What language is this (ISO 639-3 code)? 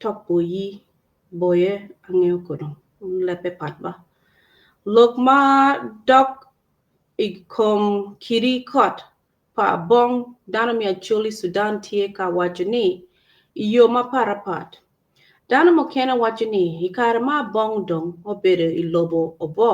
ach